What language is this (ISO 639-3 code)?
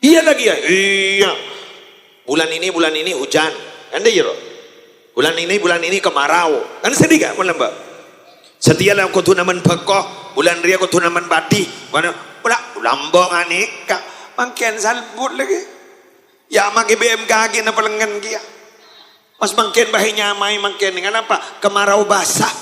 mad